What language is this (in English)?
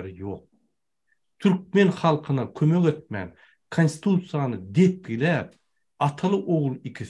Turkmen